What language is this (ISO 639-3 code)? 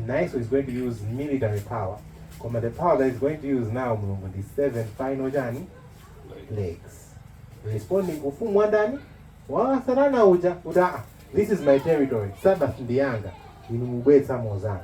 nya